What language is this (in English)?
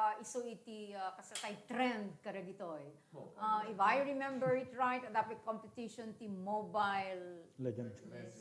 Iloko